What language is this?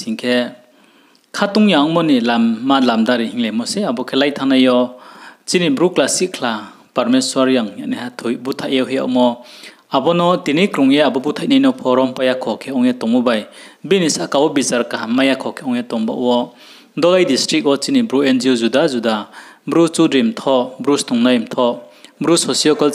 Riang (India)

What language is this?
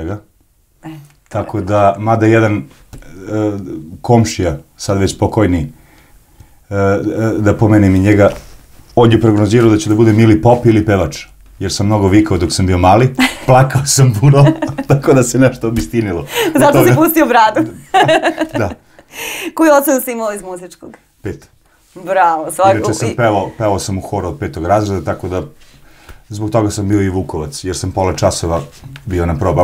Serbian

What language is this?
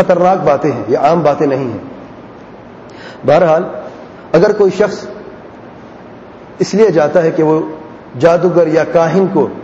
Urdu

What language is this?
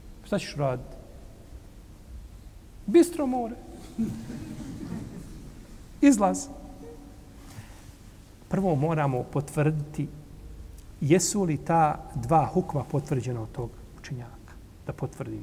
Bosnian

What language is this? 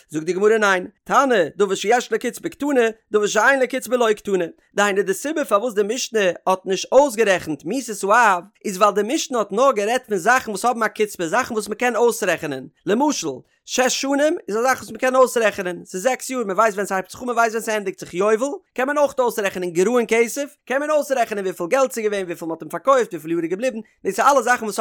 Yiddish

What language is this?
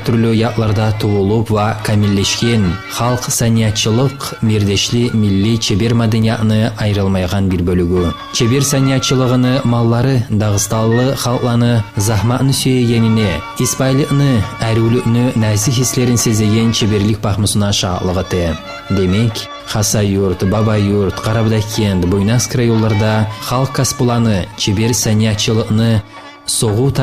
Kumyk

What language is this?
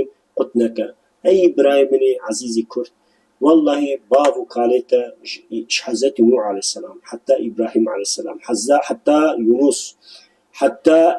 Kurdish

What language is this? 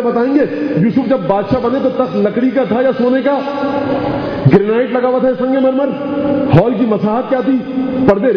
Urdu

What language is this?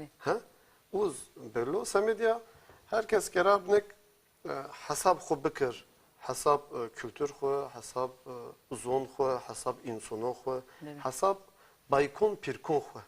Zaza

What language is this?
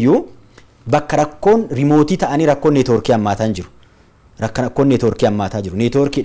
Oromo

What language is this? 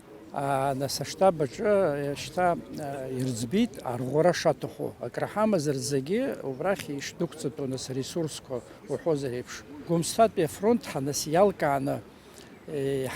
Abkhazian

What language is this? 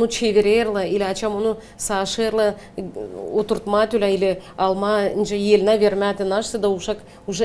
Gagauz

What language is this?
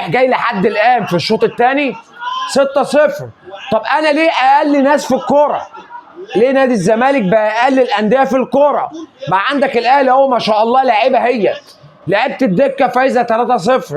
Egyptian Arabic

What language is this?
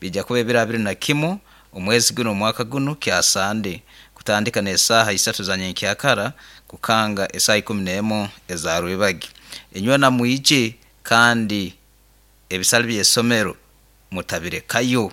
Nyoro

